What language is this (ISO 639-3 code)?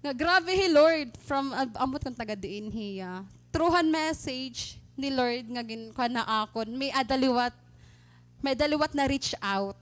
war